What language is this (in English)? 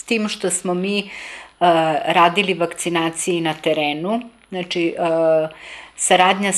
Serbian